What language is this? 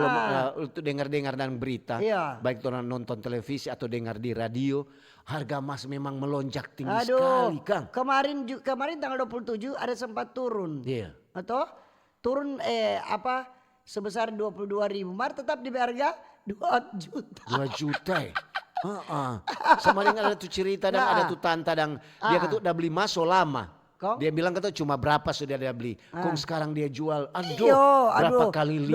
Manado Malay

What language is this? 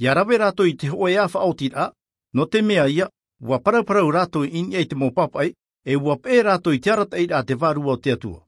Tahitian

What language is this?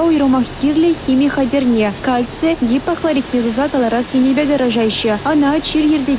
Chuvash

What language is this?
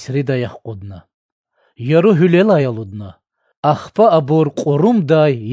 Lezghian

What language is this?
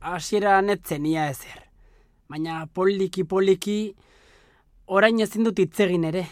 Basque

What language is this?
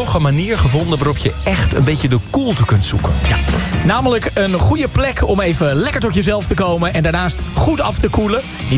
Dutch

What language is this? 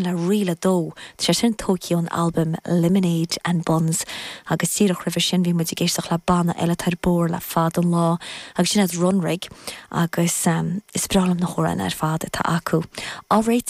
Irish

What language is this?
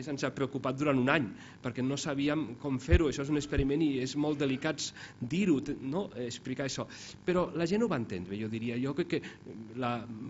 Catalan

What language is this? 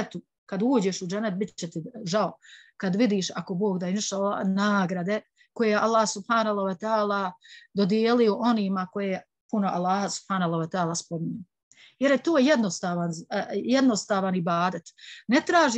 Bosnian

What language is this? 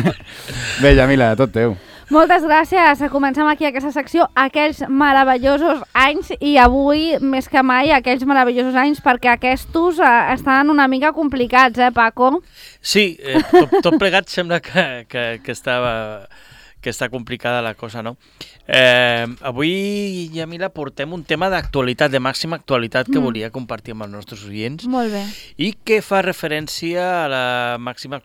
Catalan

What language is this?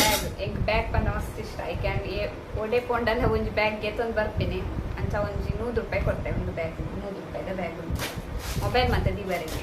Tulu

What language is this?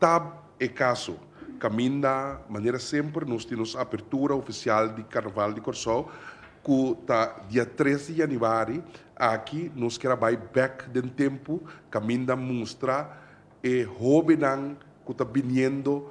Papiamento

